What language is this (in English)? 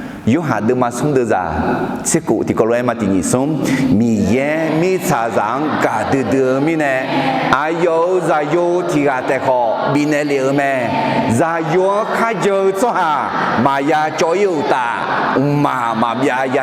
Akha